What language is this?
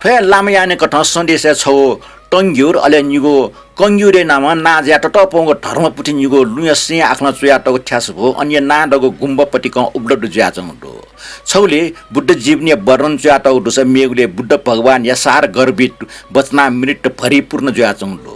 Newari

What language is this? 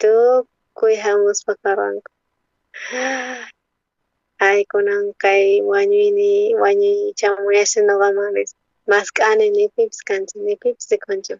South Bolivian Quechua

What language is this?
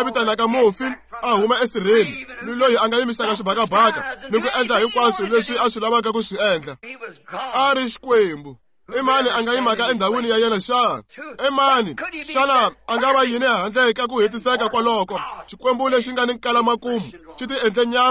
Tsonga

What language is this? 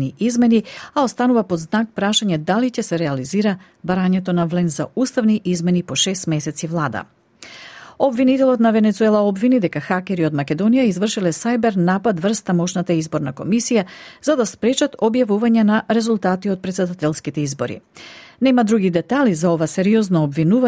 Macedonian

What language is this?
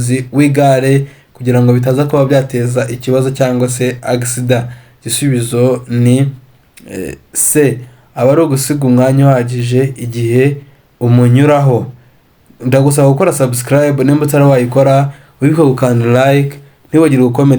Kinyarwanda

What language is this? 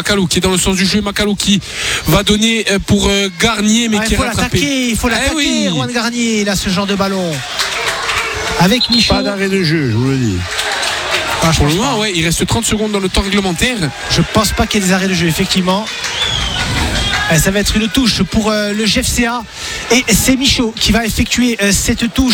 French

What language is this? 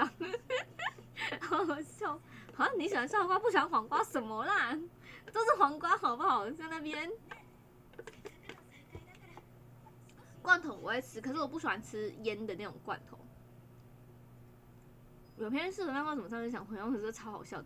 Chinese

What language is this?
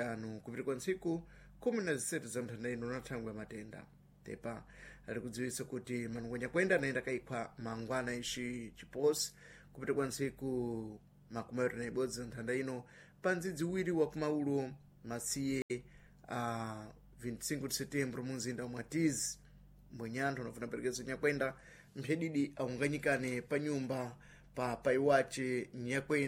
Sena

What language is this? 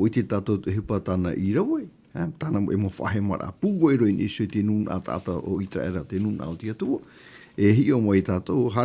Tahitian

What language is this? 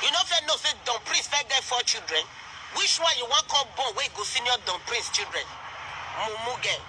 Nigerian Pidgin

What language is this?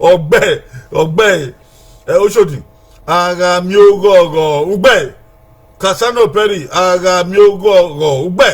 Bini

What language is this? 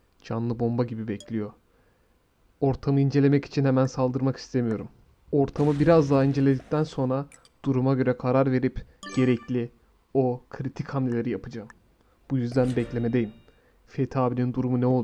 Turkish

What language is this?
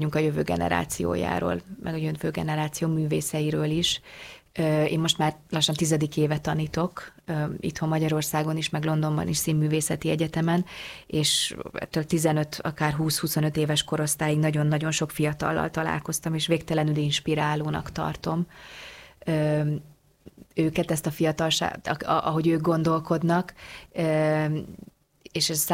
Hungarian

